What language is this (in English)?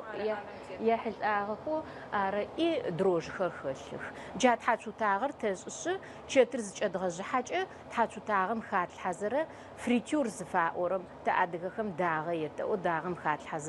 Adyghe